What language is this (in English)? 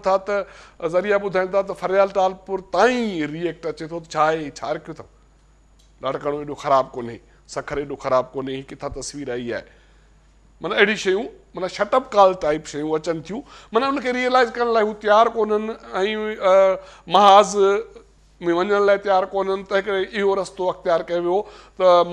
Sindhi